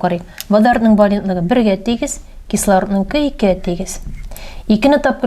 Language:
Tatar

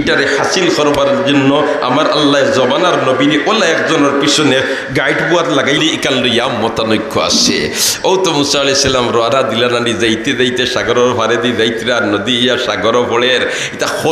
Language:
Sylheti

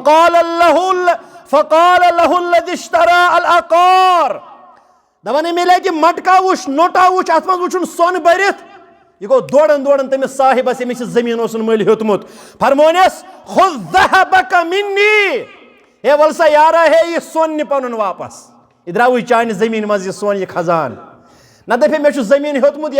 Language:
Kashmiri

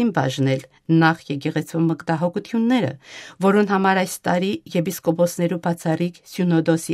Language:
Western Armenian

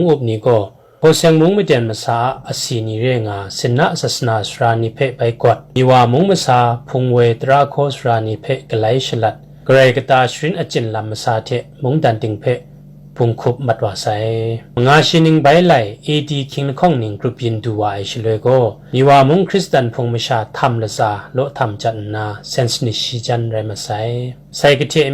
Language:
Kachin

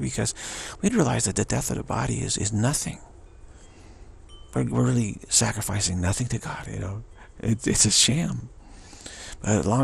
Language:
English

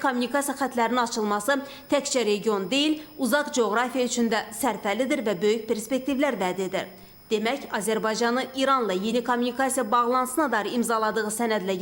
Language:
Azerbaijani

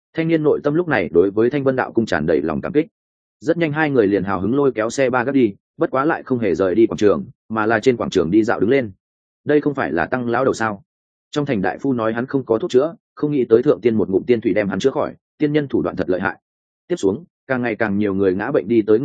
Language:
Vietnamese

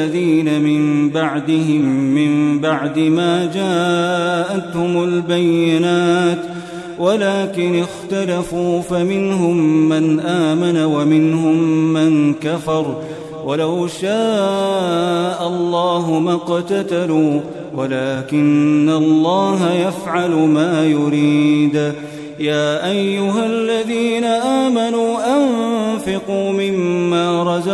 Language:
Arabic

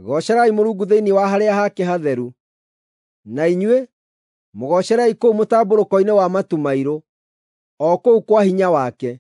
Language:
Kikuyu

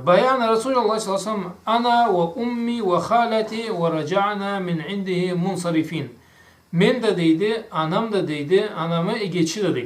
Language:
Karachay-Balkar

